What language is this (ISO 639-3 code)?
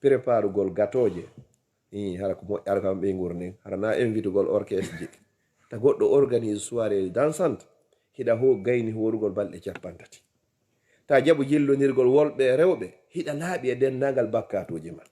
ful